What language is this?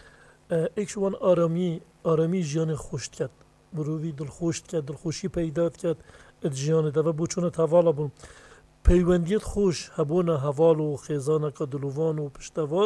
Kurdish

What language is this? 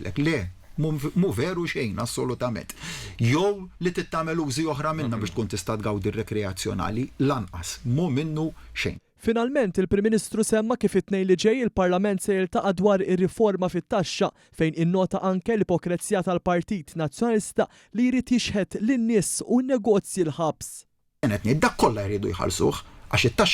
Maltese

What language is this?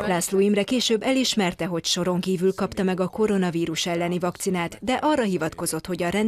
Hungarian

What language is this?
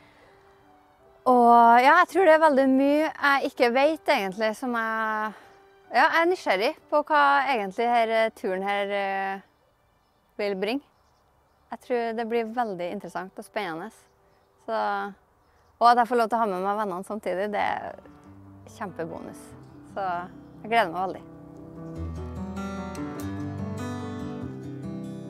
Norwegian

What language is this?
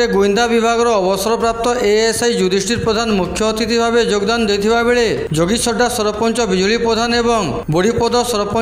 Odia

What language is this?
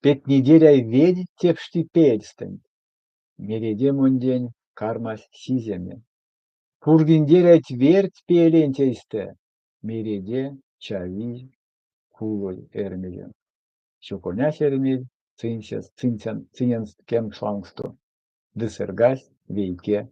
Erzya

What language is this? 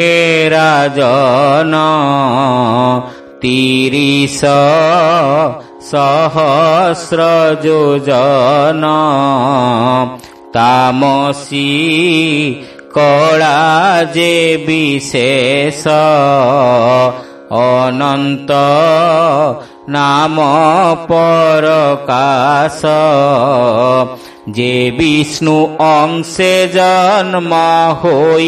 Odia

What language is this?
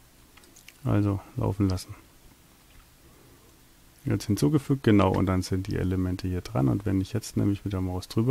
German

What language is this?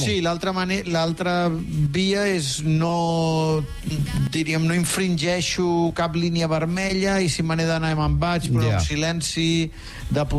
Catalan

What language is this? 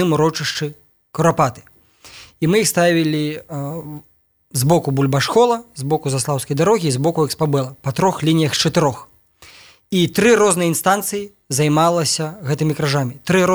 Belarusian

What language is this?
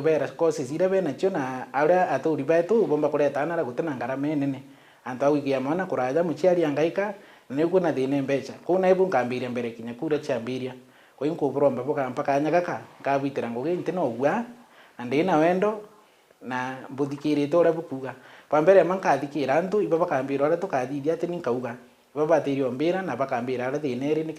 Meru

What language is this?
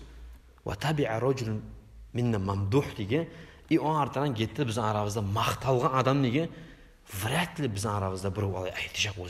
Kumyk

